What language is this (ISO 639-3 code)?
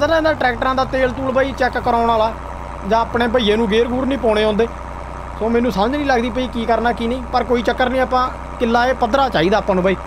pan